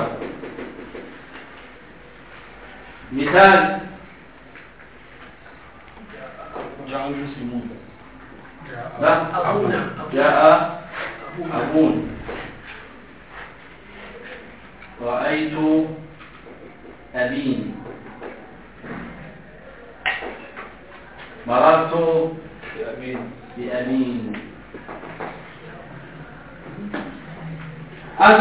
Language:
Arabic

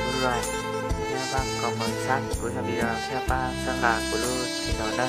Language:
Hmong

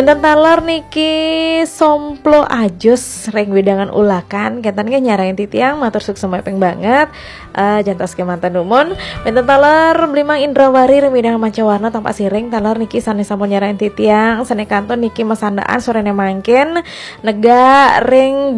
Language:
Balinese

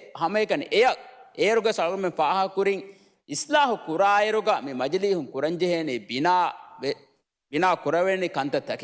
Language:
Divehi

